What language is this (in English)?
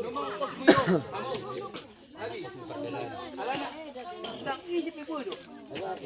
Batak Toba